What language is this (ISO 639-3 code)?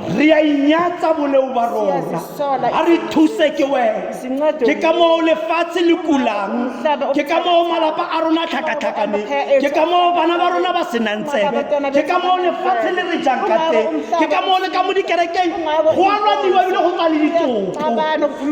tsn